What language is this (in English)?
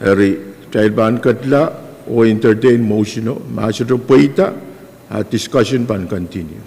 Pohnpeian